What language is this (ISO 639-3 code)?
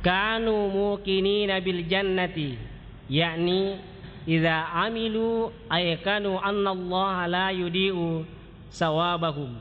bug